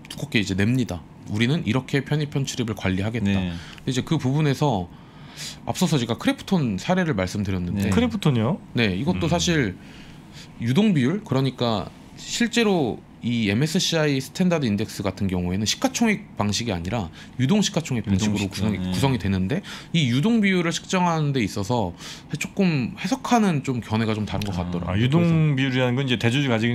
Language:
Korean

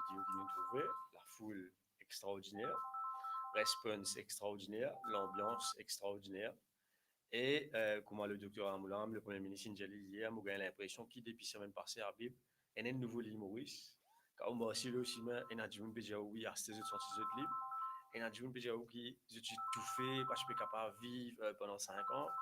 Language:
Morisyen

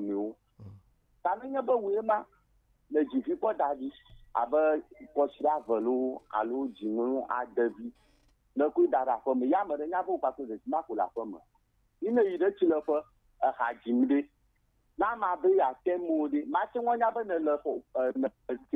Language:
Ewe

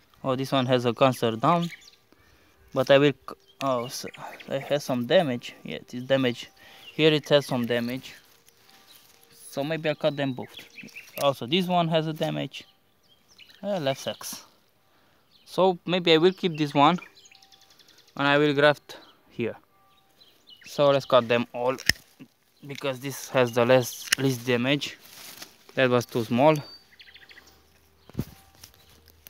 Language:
English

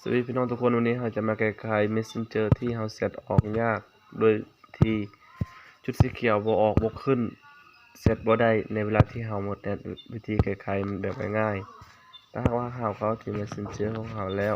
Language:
Lao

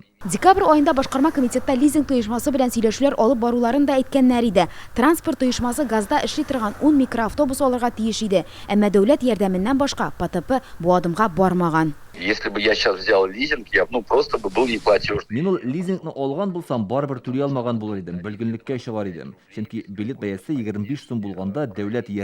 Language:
Tatar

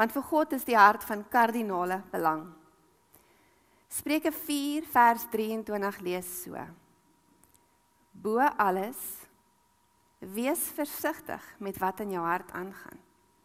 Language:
Afrikaans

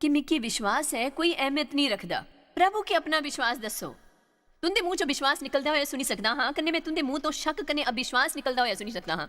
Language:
Dogri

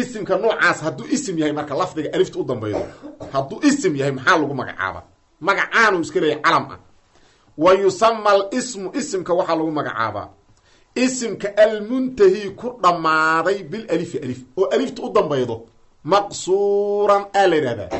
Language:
Somali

